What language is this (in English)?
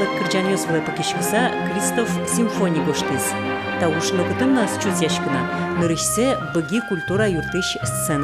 Udmurt